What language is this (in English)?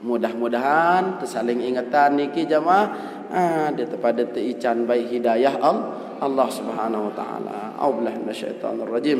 Sasak